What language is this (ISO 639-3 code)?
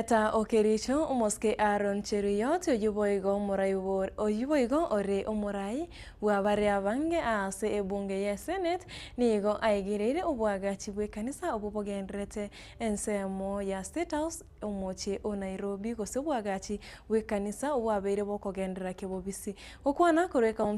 guz